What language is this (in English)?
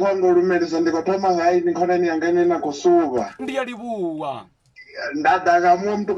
Venda